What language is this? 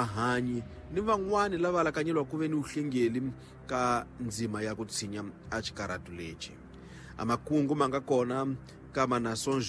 Tsonga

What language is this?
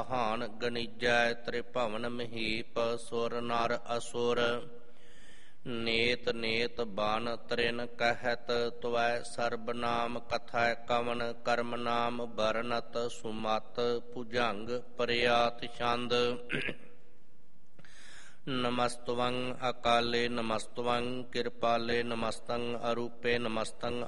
Punjabi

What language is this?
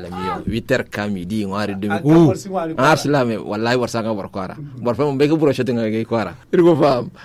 Zarma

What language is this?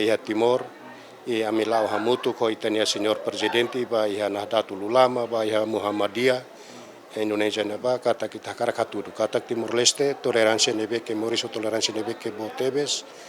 Tetum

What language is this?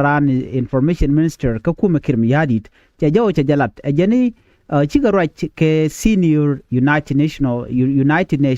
Nuer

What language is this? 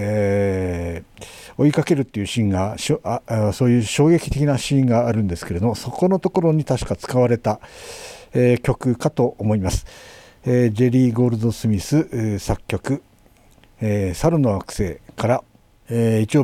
Japanese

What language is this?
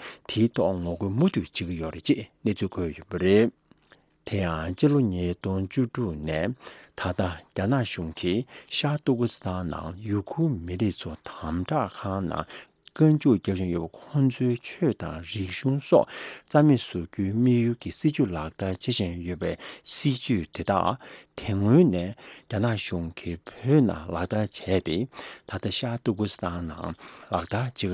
Tibetan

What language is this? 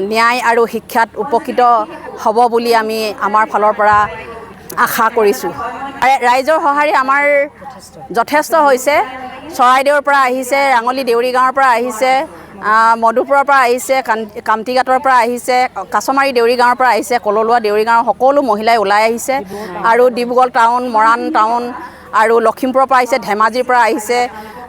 Assamese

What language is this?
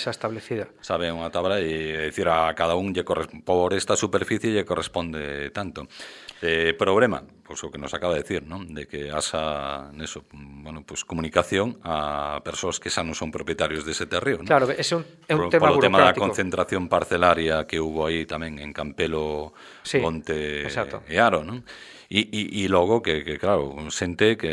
Galician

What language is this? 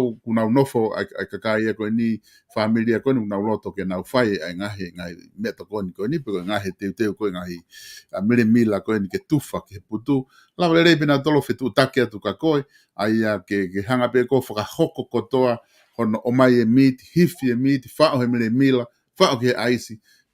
Tongan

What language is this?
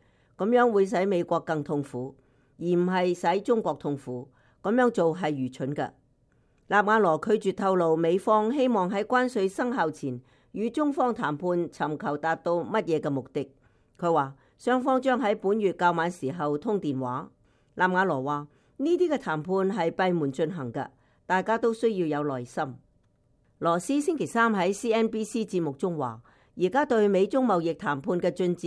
Cantonese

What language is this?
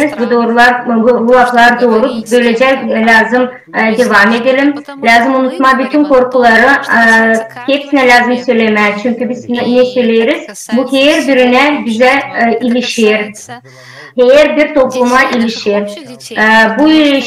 Gagauz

